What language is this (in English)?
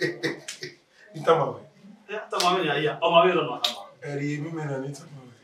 Bini